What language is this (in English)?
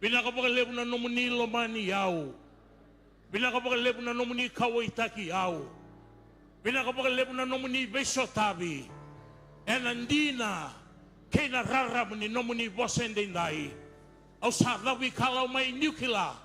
Fijian